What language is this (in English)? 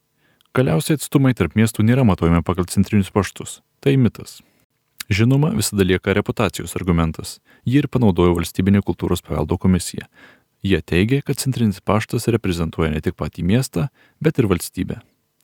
Lithuanian